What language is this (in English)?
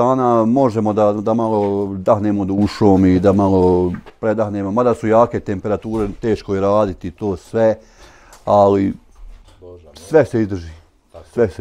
Bosnian